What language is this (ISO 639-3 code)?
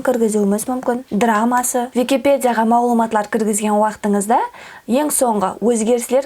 kaa